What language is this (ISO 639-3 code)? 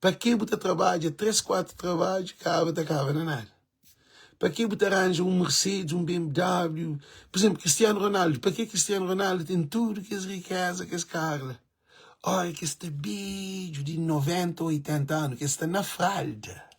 kea